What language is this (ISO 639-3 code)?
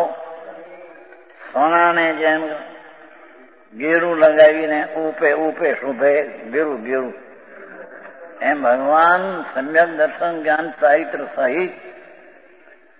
guj